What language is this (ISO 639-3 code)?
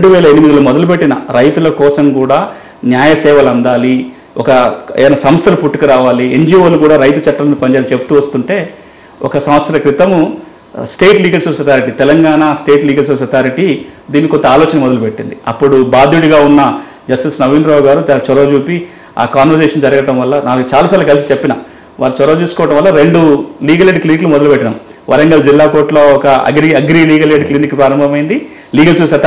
tel